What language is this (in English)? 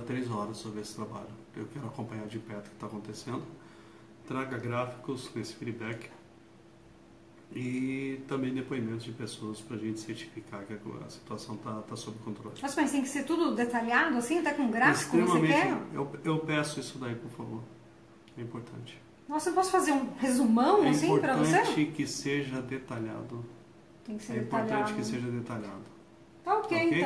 Portuguese